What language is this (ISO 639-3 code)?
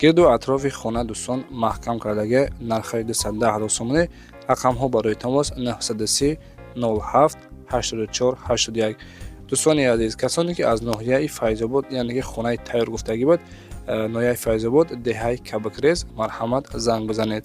tgk